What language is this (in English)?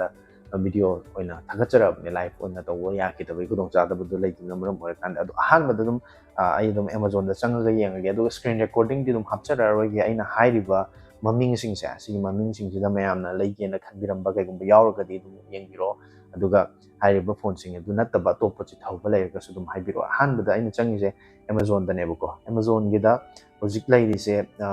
Manipuri